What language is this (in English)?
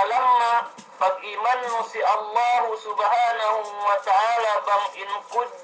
Yakan